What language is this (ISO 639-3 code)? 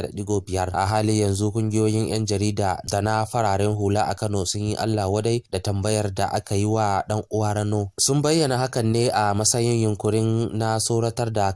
hau